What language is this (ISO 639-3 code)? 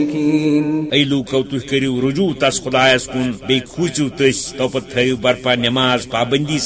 kas